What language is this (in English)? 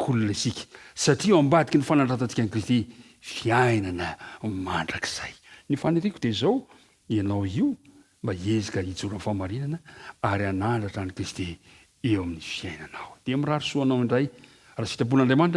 Malagasy